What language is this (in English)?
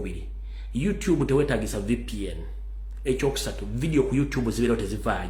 Ganda